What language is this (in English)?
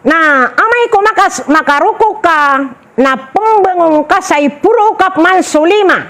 Maranao